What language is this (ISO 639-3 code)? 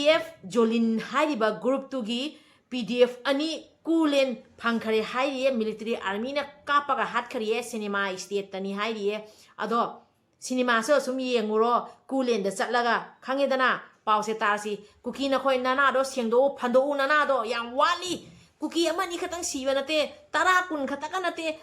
mni